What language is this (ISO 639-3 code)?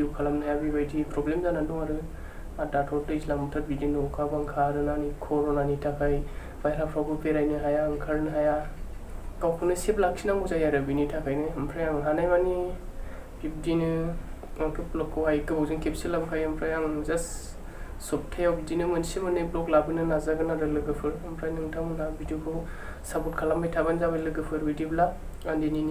brx